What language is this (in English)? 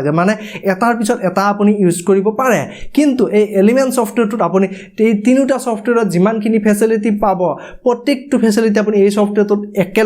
Assamese